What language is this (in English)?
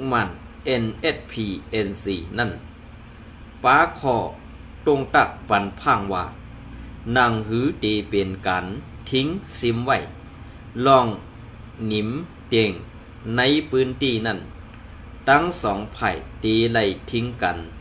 Shan